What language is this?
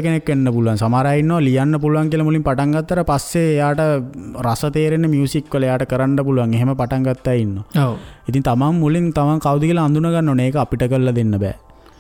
Sinhala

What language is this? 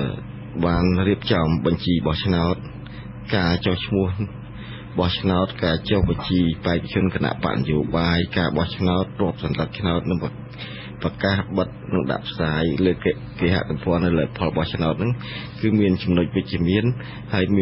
Khmer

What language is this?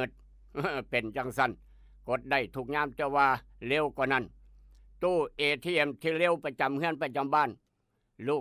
Northeastern Thai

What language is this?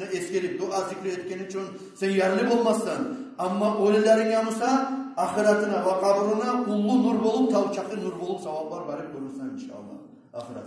Kumyk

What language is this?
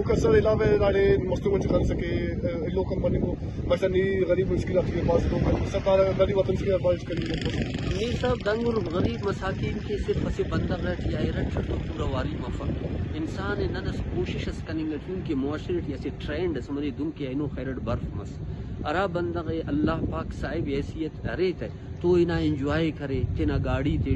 Brahui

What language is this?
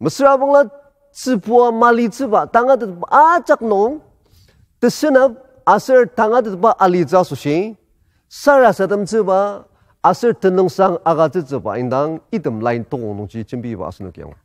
Ao Naga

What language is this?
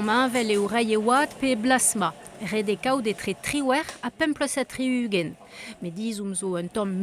Breton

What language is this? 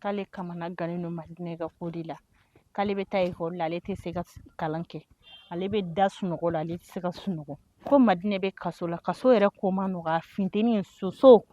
Bambara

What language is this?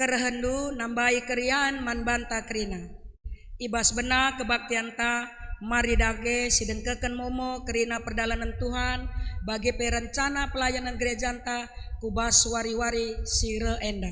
Batak Karo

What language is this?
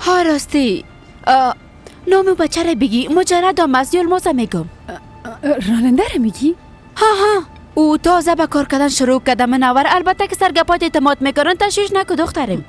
Persian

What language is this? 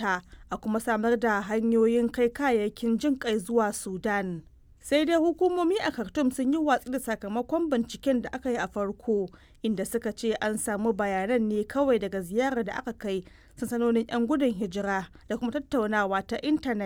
Hausa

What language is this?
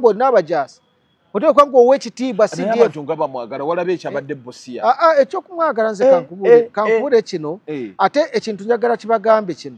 Ganda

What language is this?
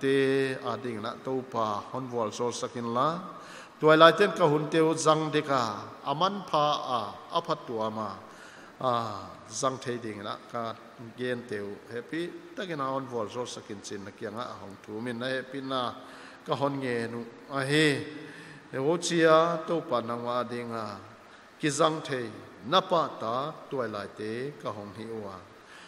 Paite Chin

